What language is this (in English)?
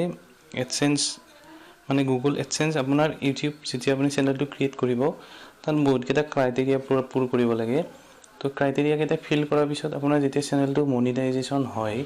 Assamese